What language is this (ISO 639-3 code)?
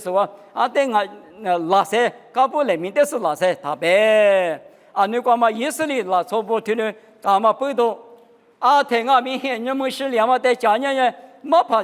lis